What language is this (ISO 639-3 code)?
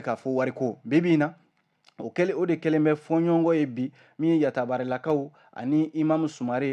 bam